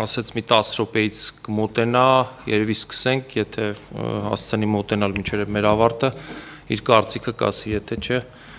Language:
Armenian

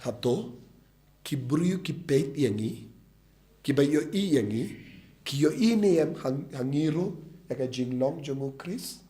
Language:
Khasi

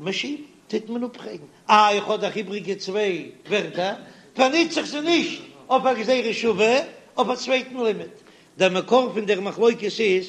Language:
Yiddish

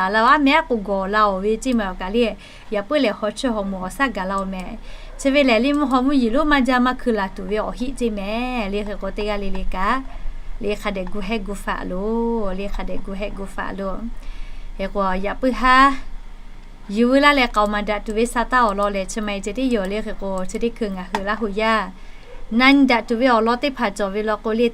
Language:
Lahu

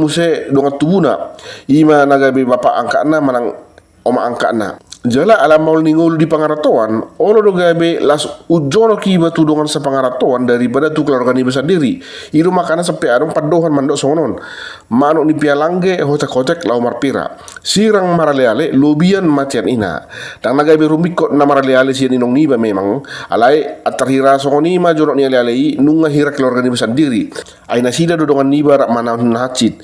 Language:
Batak Toba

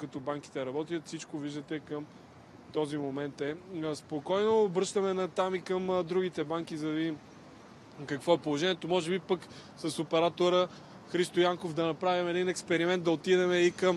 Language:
Bulgarian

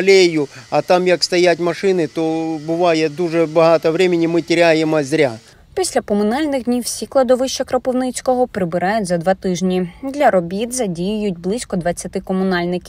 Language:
Ukrainian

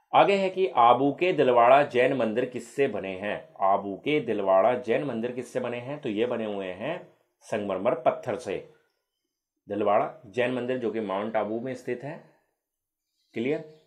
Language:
Hindi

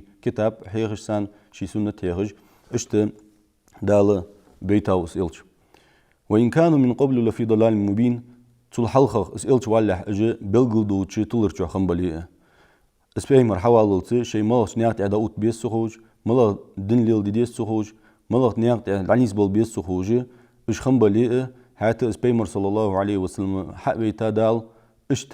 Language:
Ingush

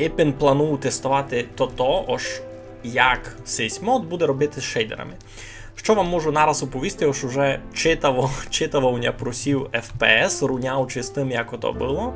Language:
Rusyn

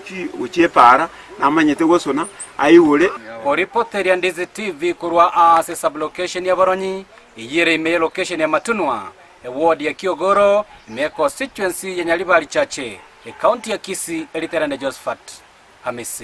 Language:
Gusii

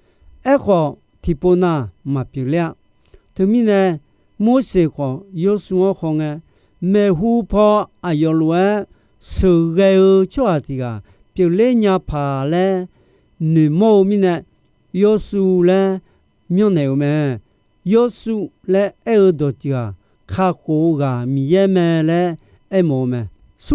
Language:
Akha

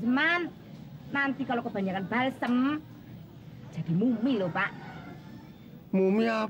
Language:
Betawi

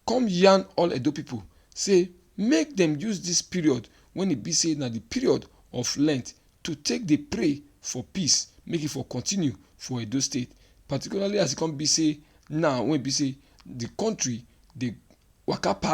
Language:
Nigerian Pidgin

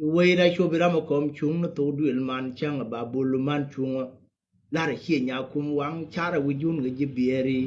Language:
Nuer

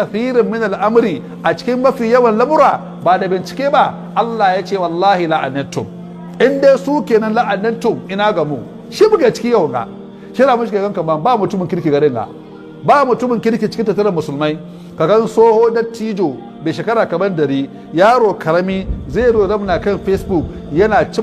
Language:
Hausa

